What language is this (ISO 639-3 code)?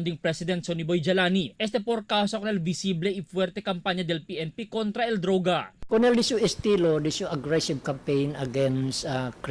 cbk